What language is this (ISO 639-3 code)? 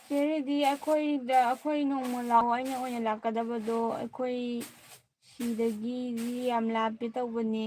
mni